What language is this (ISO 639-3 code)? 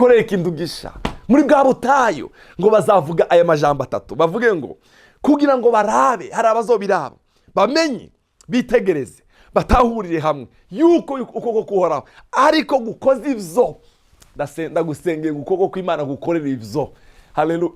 run